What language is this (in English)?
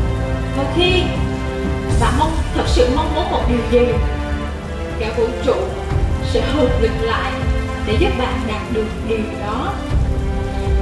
Vietnamese